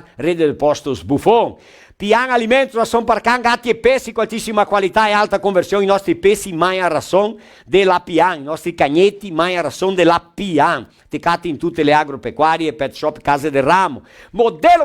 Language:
Venetian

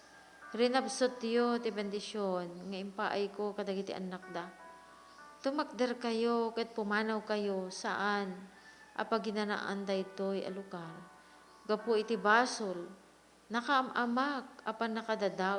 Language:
Iloko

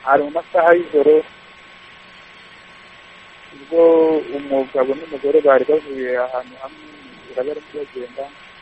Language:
Kinyarwanda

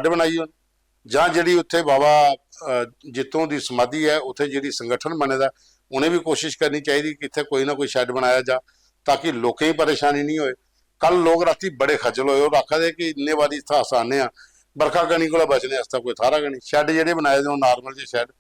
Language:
Dogri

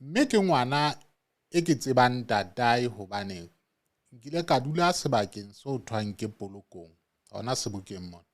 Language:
Southern Sotho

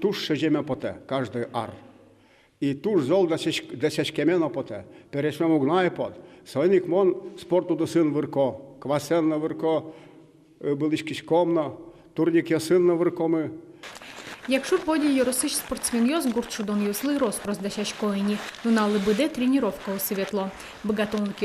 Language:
Udmurt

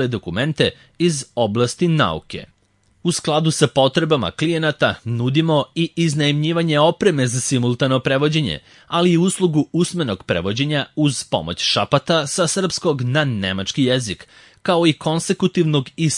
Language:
Serbian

